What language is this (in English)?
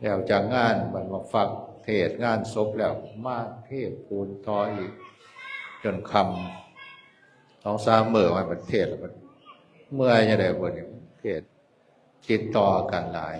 Northeastern Thai